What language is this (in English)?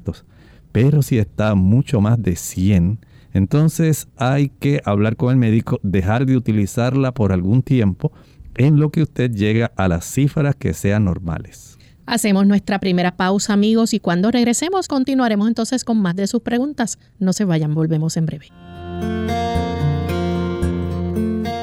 Spanish